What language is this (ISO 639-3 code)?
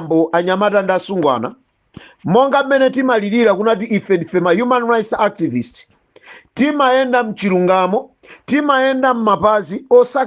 nya